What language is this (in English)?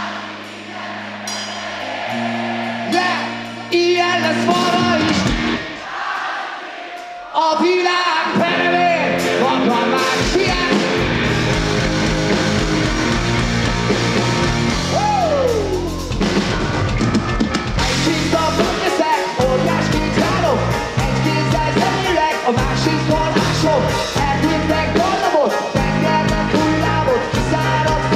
Hungarian